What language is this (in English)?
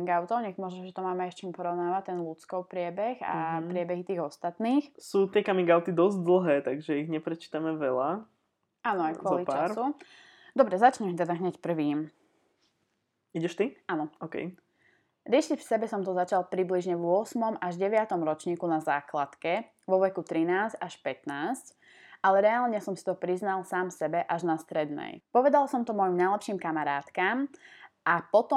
Slovak